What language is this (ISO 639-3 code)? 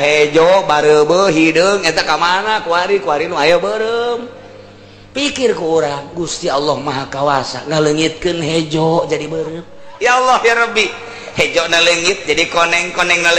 sun